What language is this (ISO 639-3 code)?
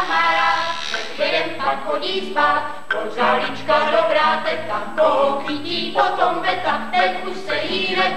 ces